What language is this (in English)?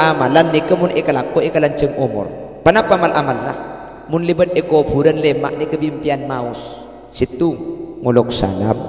Madurese